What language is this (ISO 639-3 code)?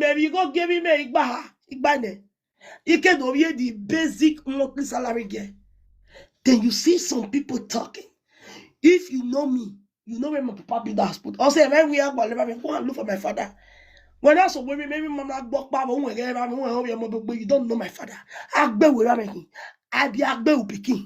pcm